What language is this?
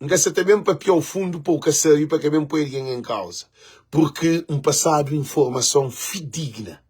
Kabuverdianu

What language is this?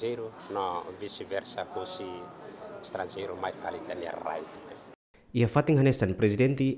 Tetum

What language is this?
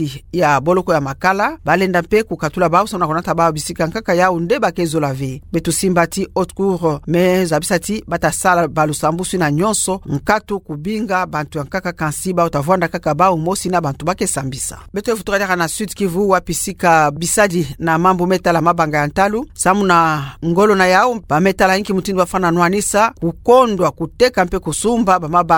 Kituba (Democratic Republic of Congo)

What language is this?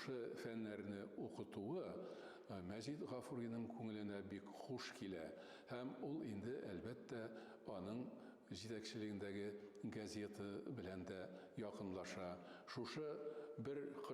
Tatar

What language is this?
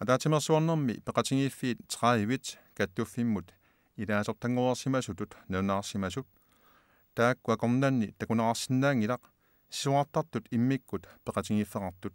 Kalaallisut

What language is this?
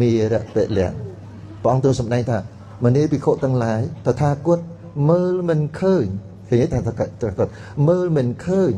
Khmer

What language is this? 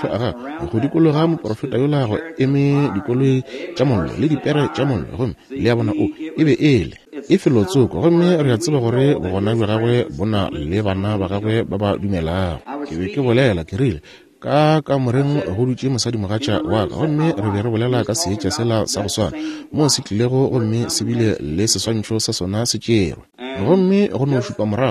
Northern Sotho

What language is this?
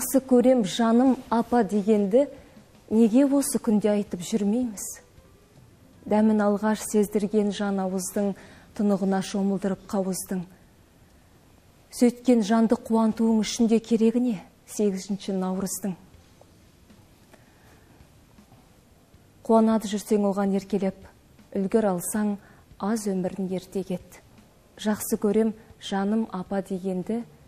Kazakh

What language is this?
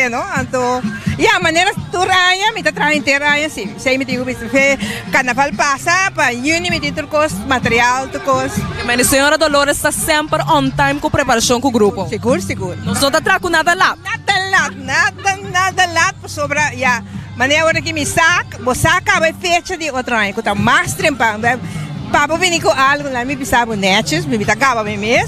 Papiamento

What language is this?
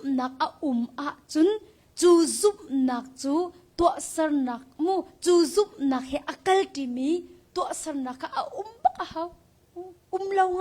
Hakha Chin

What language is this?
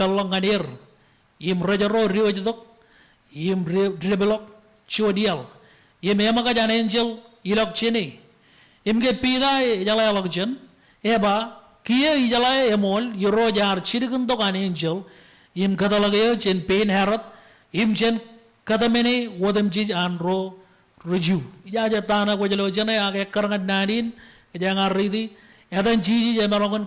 Marshallese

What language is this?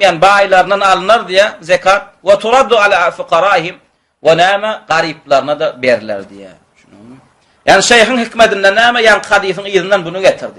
Turkmen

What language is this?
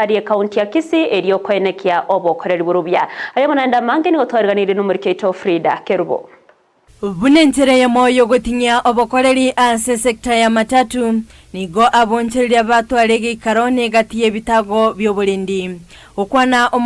Gusii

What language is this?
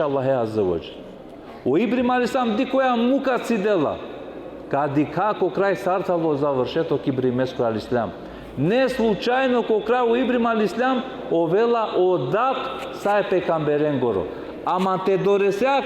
Balkan Romani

